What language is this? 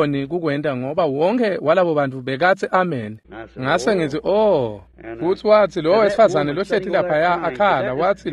Swati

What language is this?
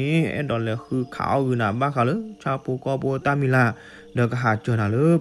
S'gaw Karen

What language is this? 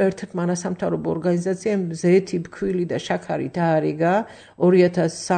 Georgian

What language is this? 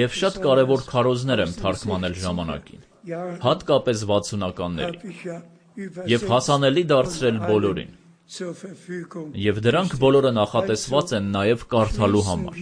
Armenian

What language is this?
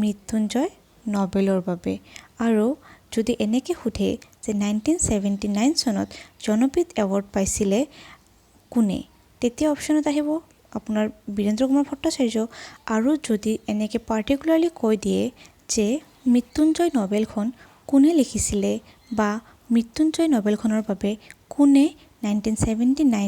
Assamese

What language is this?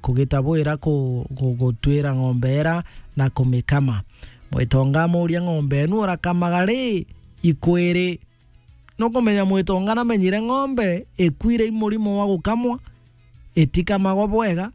Meru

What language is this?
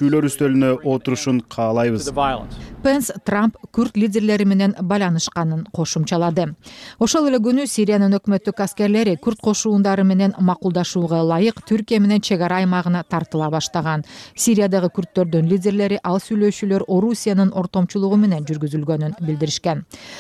Kyrgyz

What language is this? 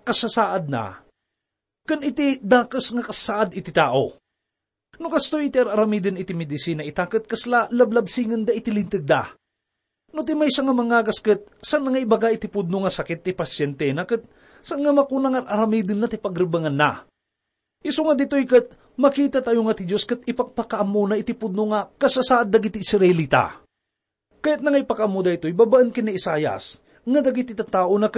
Iloko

